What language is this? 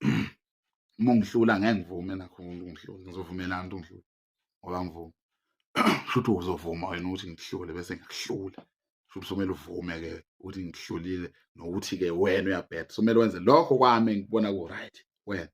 Zulu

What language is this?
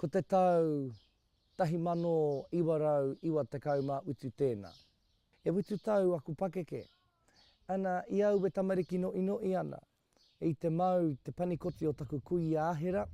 Māori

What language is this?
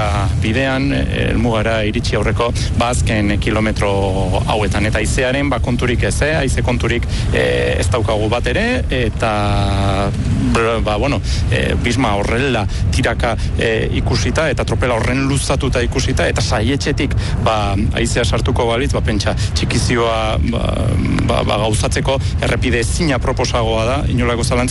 Basque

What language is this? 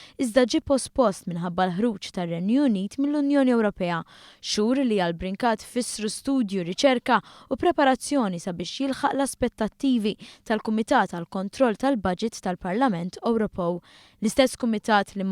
Maltese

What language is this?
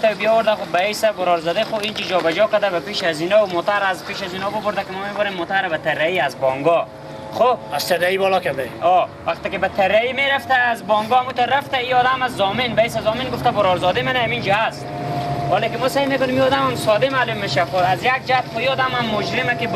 Persian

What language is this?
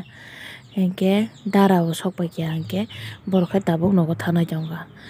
Kok Borok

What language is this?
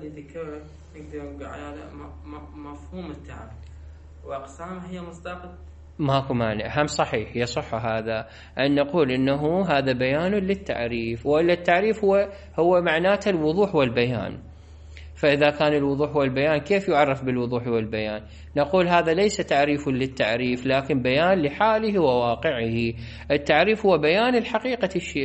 Mesopotamian Arabic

